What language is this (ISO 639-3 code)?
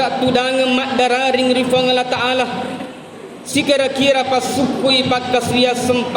bug